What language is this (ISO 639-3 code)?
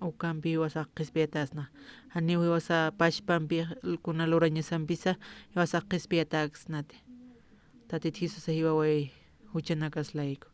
aym